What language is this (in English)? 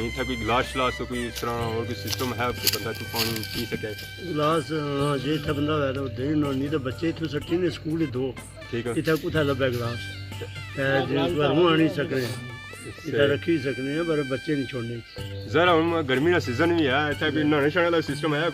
Pahari-Potwari